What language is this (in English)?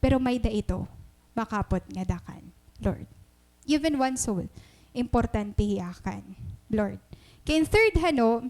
Waray